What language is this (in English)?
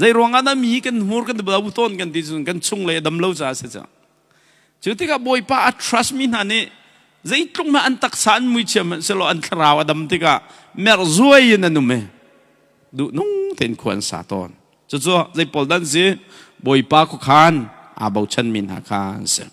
Hakha Chin